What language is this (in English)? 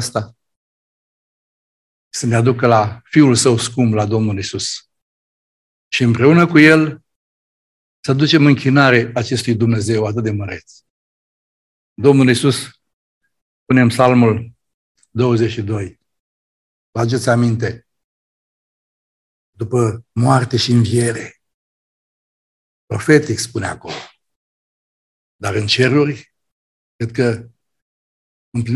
Romanian